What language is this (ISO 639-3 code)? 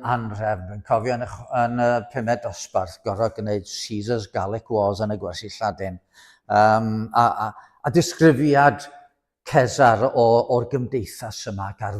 cym